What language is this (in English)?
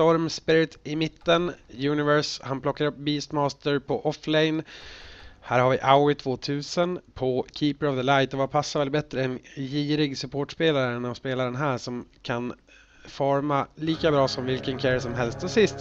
Swedish